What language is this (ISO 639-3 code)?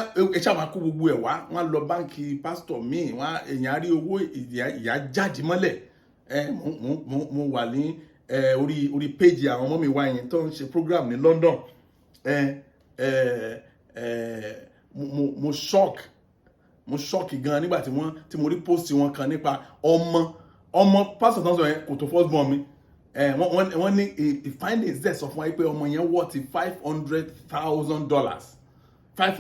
yor